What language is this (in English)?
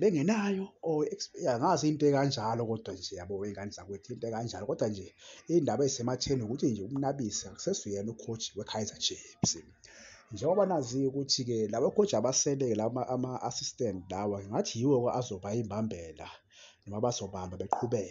Zulu